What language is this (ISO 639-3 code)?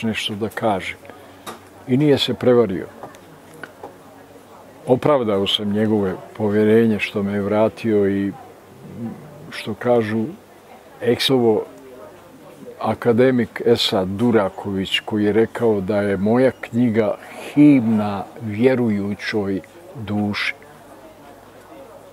bos